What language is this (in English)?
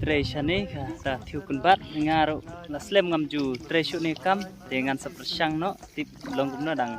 Khasi